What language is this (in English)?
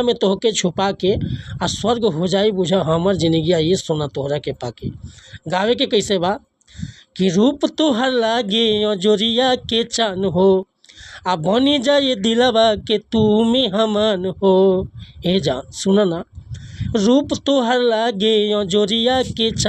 Bhojpuri